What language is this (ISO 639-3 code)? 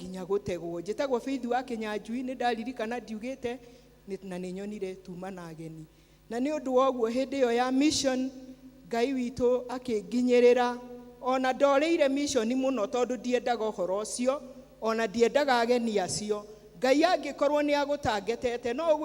kik